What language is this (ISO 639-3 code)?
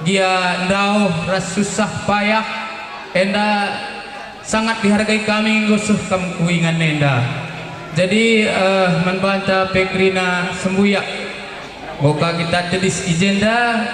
btx